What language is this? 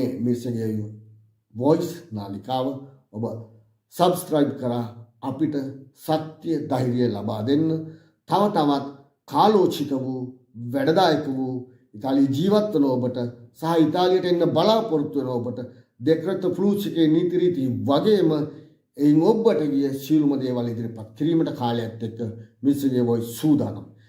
Sinhala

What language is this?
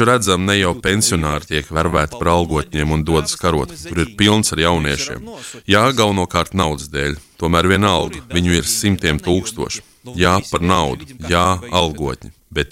Latvian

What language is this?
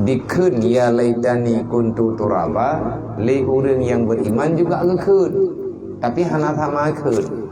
Achinese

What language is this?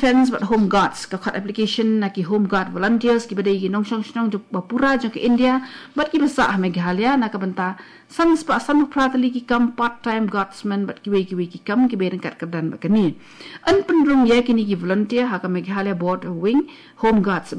Khasi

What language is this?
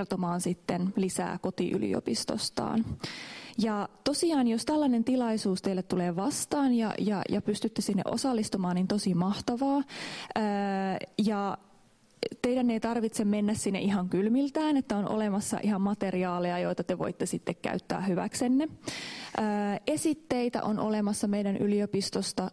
Finnish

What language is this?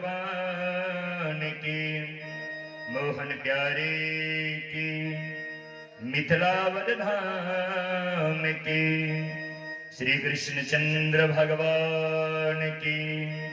Maithili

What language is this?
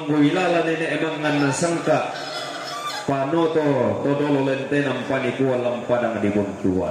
Toraja-Sa'dan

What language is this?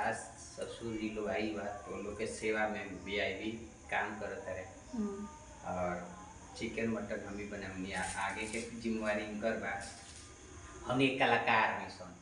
Bhojpuri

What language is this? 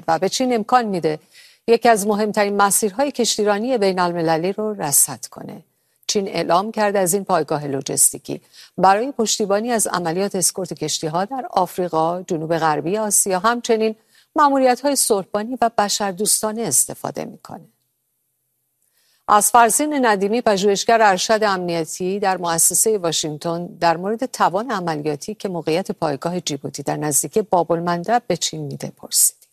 Persian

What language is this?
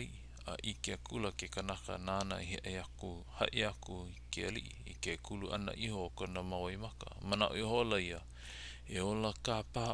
Hawaiian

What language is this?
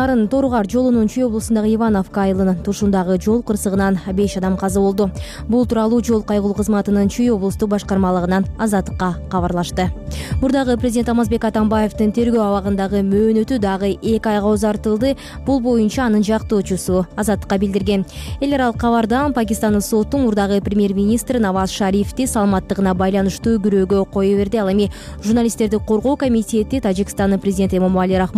Kyrgyz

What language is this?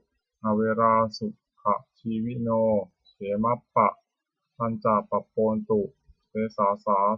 Pali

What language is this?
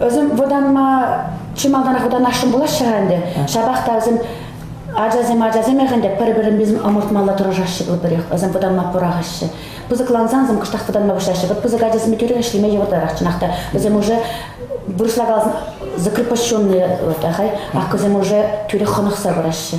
Chuvash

